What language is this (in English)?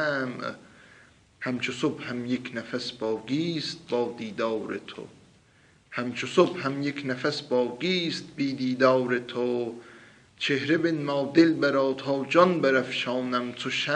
South Azerbaijani